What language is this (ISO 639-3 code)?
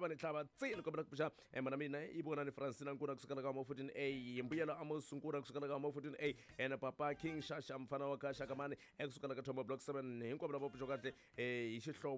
tso